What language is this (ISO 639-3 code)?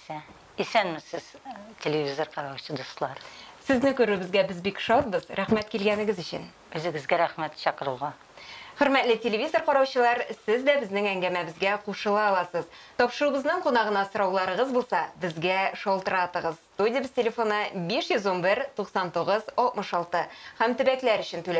tat